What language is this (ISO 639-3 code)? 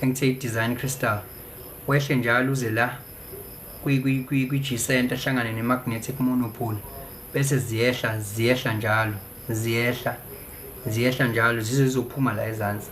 zul